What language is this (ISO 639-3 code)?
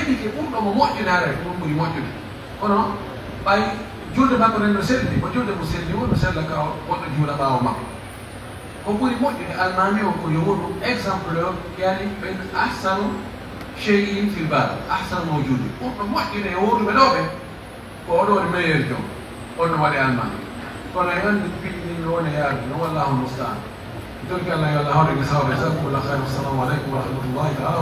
fuf